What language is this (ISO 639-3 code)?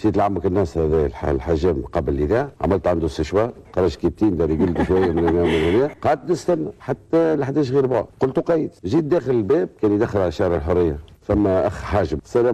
aeb